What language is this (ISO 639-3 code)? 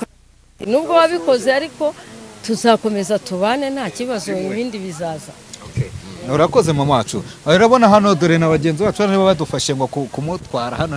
kin